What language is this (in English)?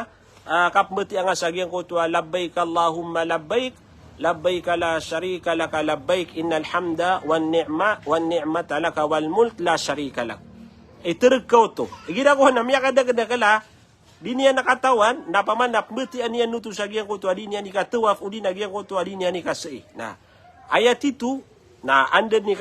Maranao